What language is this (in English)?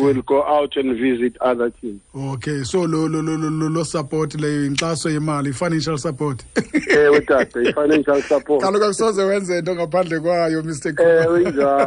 Xhosa